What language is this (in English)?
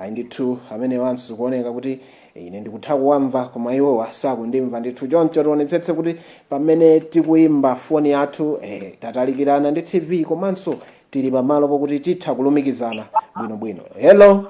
Nyanja